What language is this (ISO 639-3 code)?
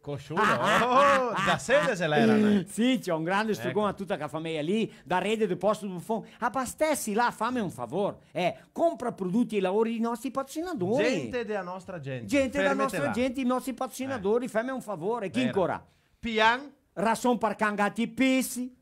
vec